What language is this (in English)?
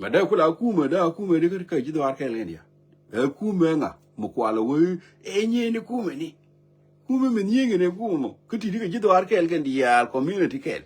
Nuer